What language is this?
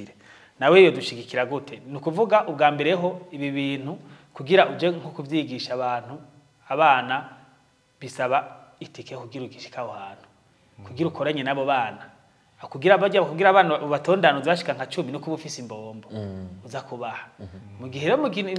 Rundi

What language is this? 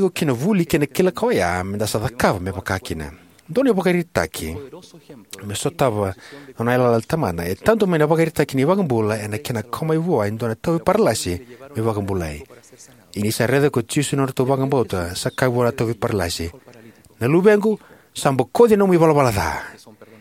Fijian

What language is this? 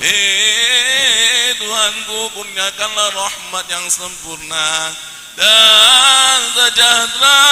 Betawi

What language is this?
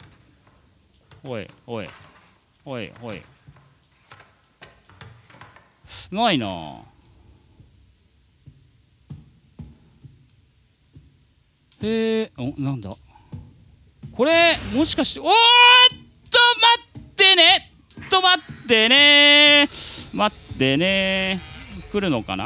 Japanese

